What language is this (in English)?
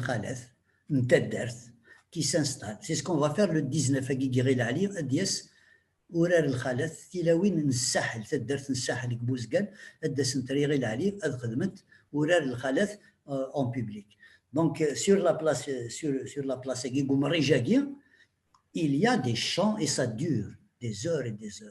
Kabyle